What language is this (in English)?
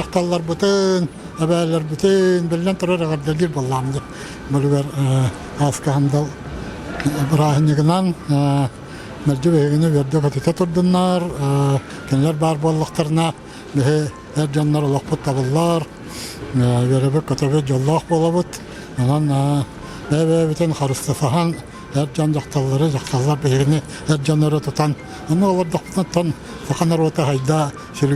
Yakut